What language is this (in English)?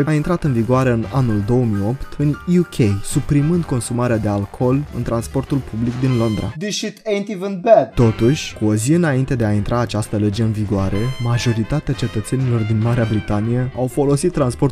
Romanian